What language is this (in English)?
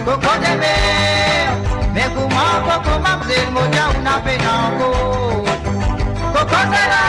Morisyen